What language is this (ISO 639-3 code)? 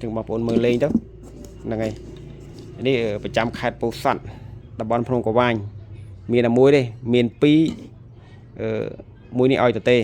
khm